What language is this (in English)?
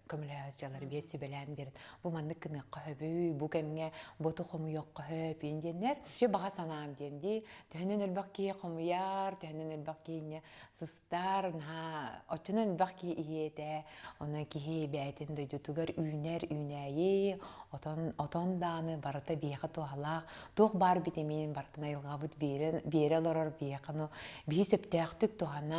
Yakut